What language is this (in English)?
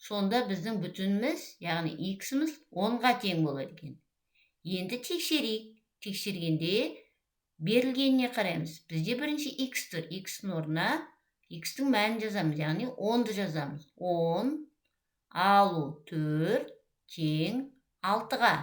Kazakh